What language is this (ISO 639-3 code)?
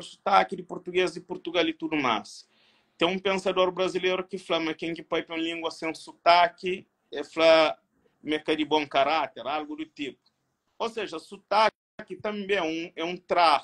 kea